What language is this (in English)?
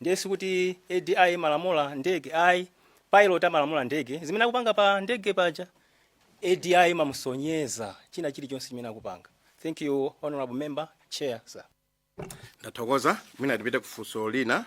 Nyanja